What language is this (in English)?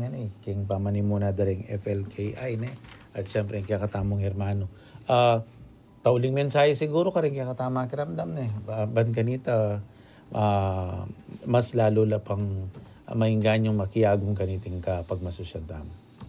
Pampanga